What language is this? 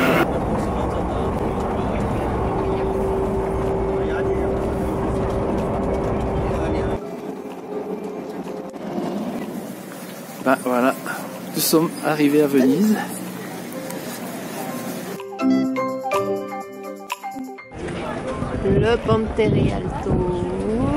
French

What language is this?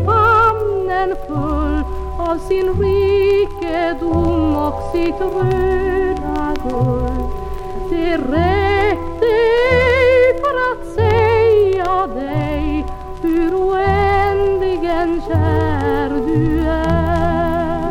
Swedish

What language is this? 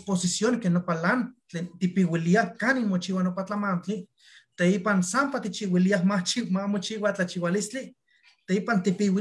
Eastern Huasteca Nahuatl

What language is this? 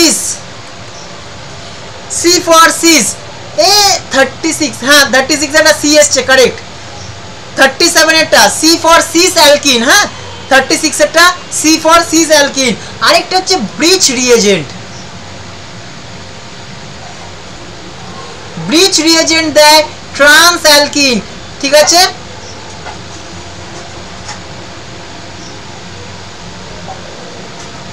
Bangla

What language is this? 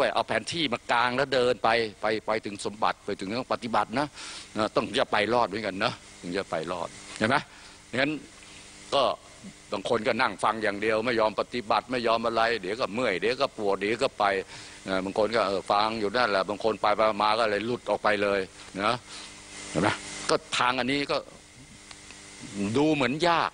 Thai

